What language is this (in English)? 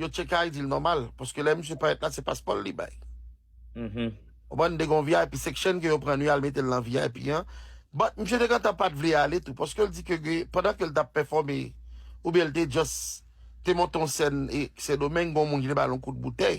Haitian Creole